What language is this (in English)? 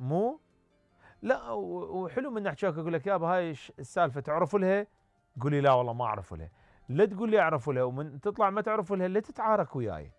Mesopotamian Arabic